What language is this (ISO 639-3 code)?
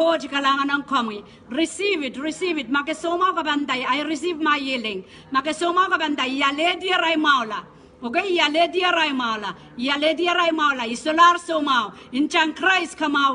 pon